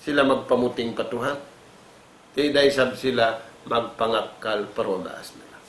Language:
Tausug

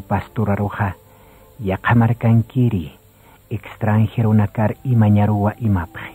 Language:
Aymara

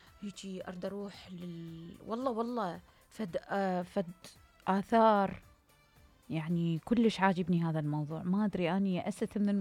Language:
Mesopotamian Arabic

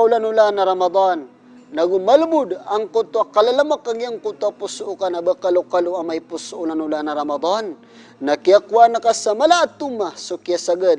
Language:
Maranao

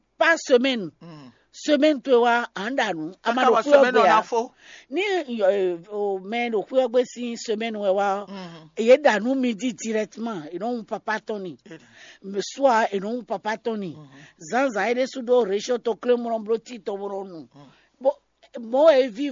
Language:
Fon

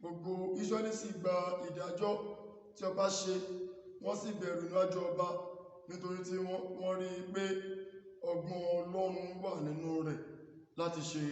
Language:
Yoruba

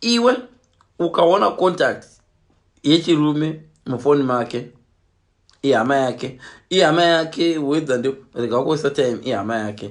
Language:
Shona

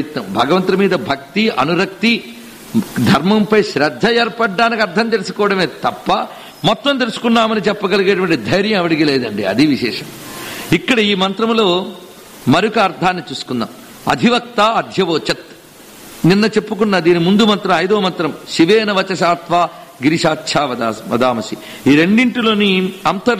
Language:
Telugu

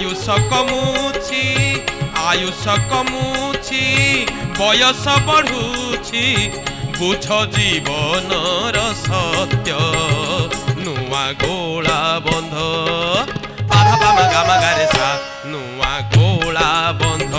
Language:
Odia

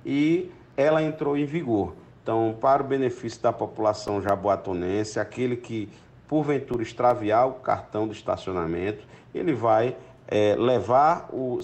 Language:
Portuguese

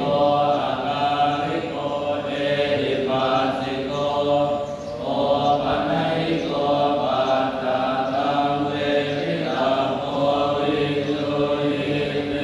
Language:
Pali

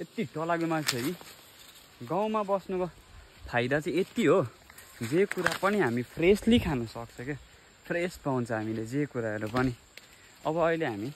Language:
Nepali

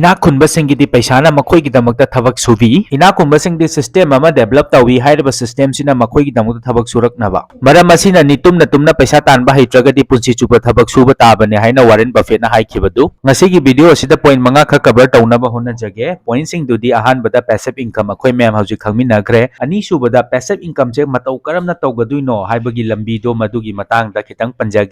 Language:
Manipuri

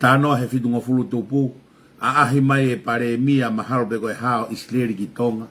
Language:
Tongan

